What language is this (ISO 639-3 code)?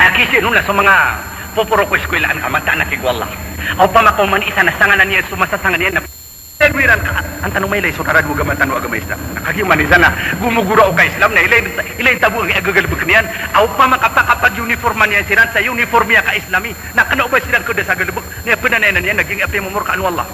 mrw